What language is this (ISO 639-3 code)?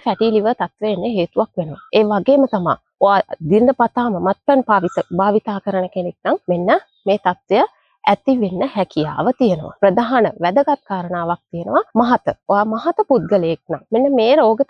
sin